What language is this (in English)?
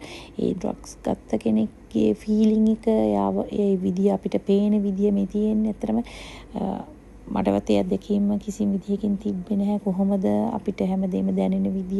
Sinhala